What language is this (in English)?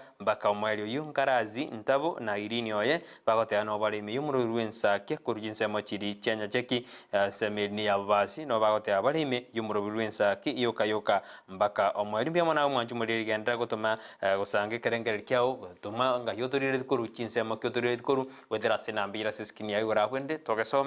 Gusii